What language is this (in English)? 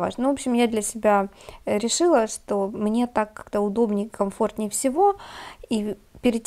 Russian